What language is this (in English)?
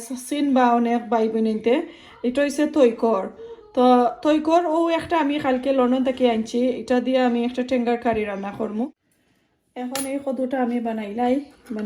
Sylheti